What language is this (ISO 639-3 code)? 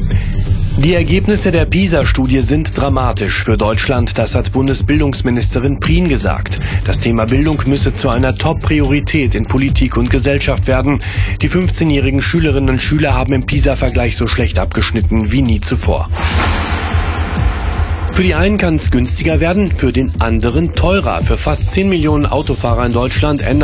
deu